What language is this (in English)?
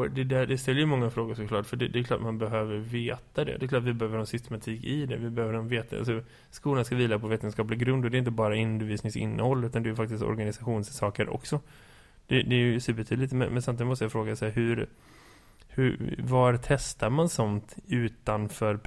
Swedish